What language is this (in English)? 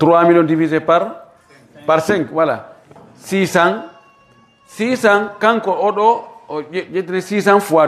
Fula